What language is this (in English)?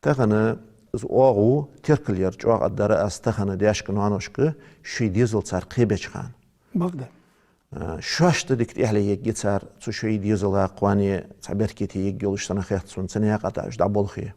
Ingush